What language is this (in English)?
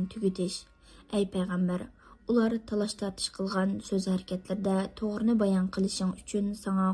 Uyghur